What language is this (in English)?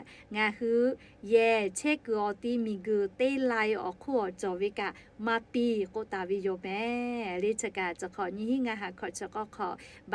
Lahu